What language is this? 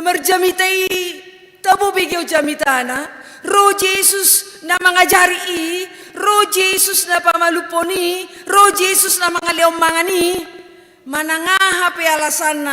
Batak Toba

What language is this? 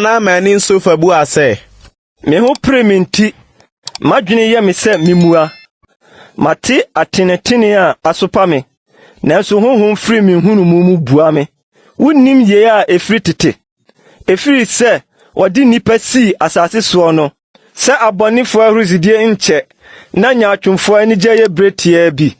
Akan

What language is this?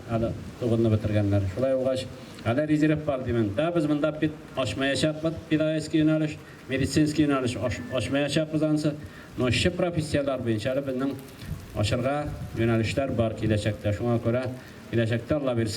Tatar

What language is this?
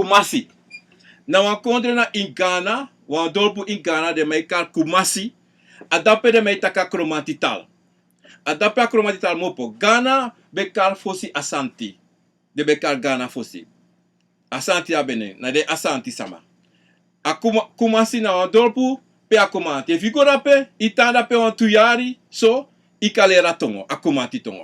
Sranan Tongo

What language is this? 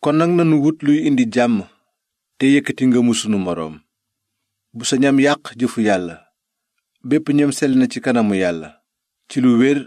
Wolof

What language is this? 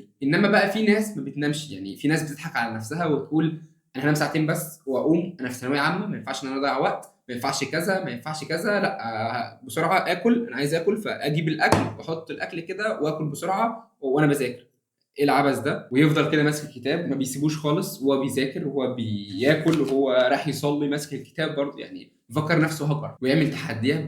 Egyptian Arabic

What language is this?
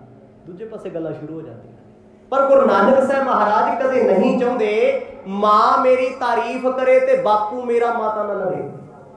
Punjabi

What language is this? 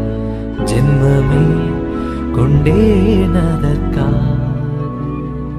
Tamil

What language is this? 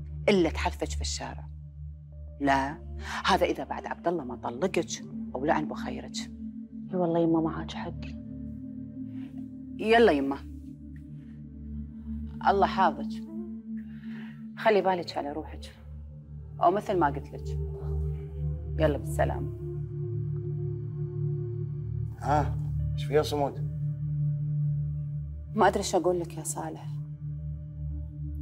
Arabic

